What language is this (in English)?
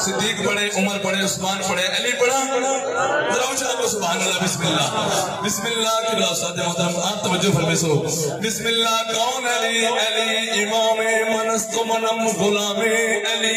Saraiki